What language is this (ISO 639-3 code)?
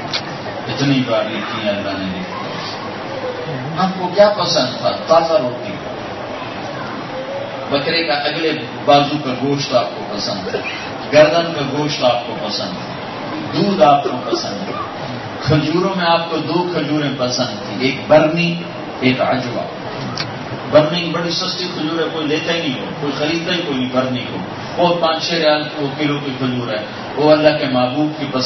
urd